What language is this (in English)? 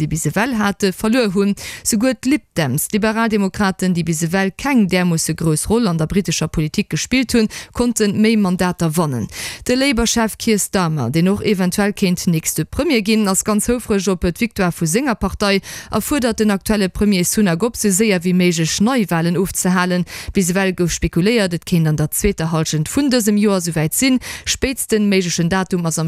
Luxembourgish